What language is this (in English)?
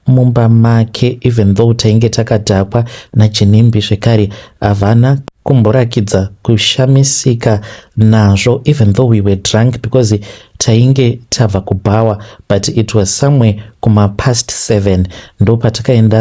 Shona